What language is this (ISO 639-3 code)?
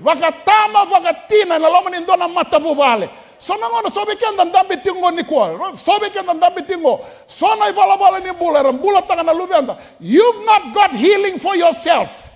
fij